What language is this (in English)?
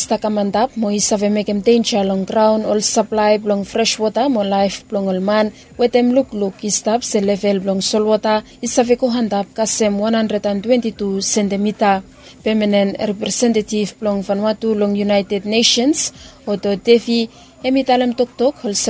Bislama